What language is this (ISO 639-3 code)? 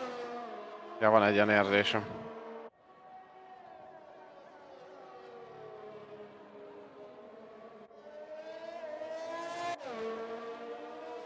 hun